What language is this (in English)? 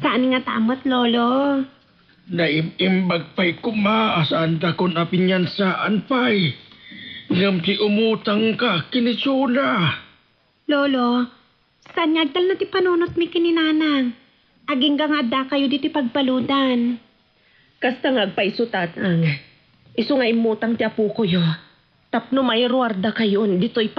Iloko